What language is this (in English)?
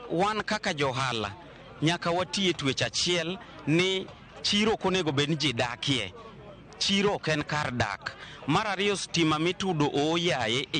Luo (Kenya and Tanzania)